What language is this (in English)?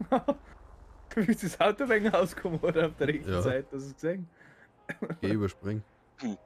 Bavarian